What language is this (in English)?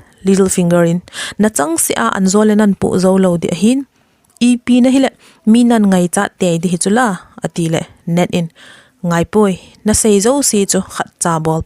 Thado Chin